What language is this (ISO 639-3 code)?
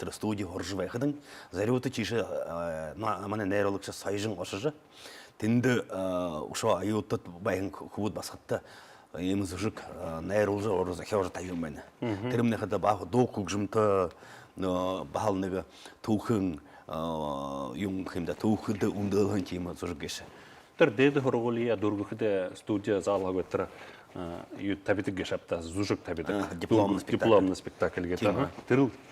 bua